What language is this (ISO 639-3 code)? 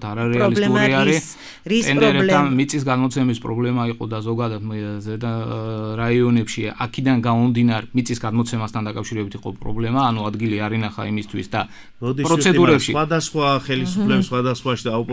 kat